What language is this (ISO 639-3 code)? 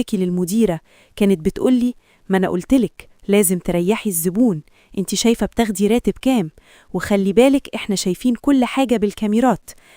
arz